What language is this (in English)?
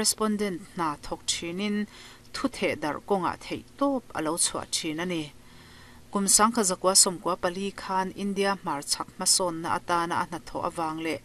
Mizo